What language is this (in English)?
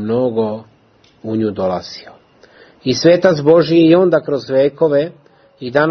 Serbian